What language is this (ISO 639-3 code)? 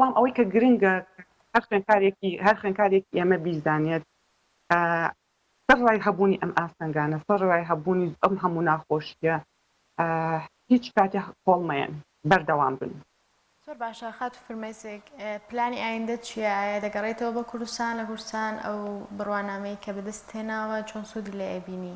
ckb